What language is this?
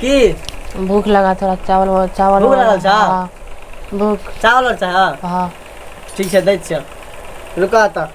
Maithili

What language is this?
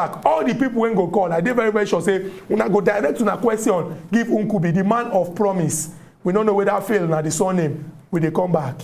Nigerian Pidgin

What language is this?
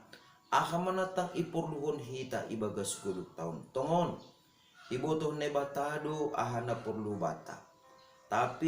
Batak Simalungun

